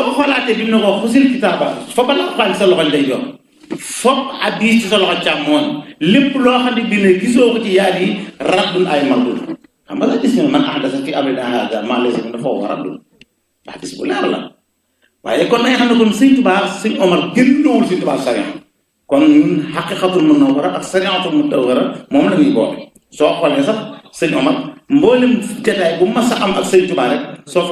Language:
Wolof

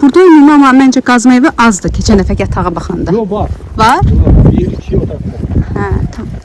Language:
Azerbaijani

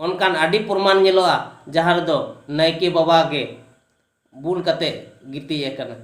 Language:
Santali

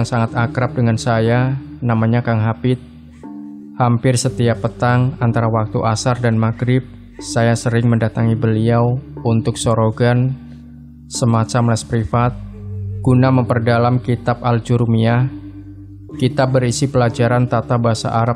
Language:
Indonesian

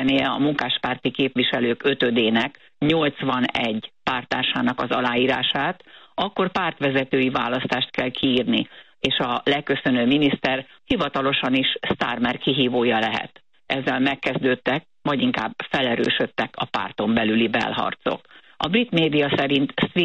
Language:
Hungarian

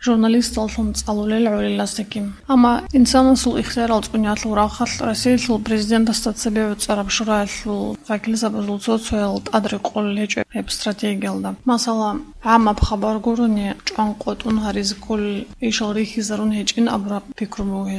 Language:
Avaric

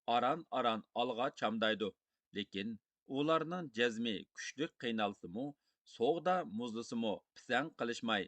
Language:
Uyghur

